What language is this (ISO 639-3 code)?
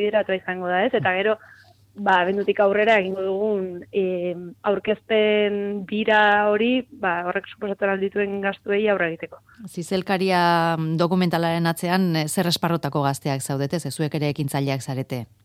eus